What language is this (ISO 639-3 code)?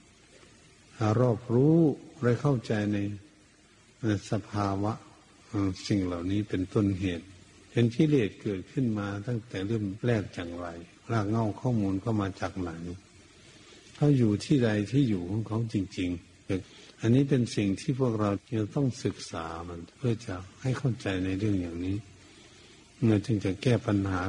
tha